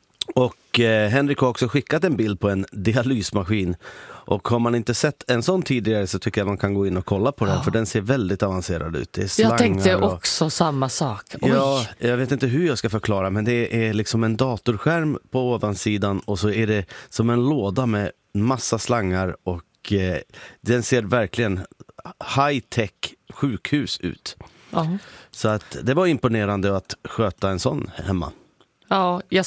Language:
Swedish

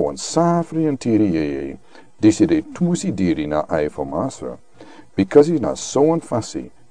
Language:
Sranan Tongo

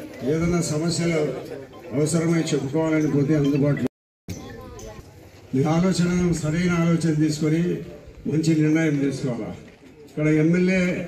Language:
Telugu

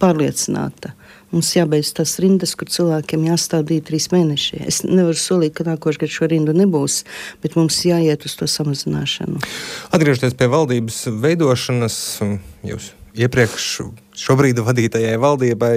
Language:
Latvian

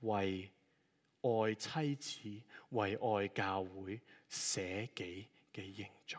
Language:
Cantonese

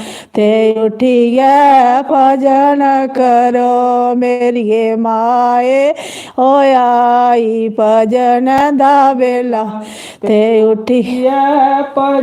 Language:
Dogri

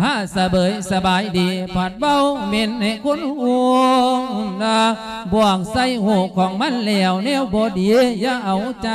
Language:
Lao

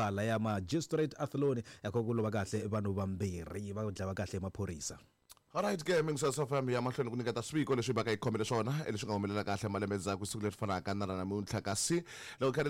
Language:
Tsonga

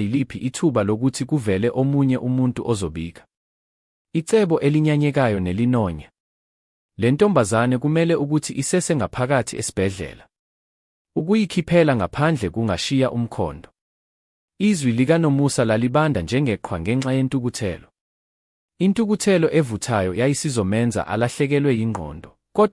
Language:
Zulu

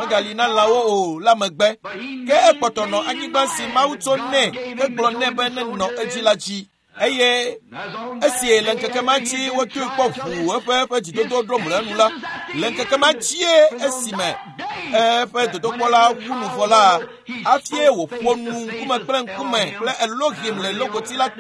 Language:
Ewe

